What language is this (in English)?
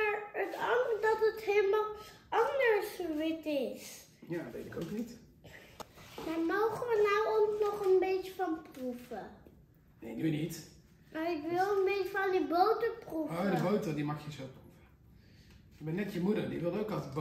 Dutch